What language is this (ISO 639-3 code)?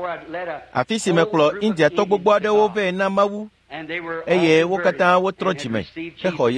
ewe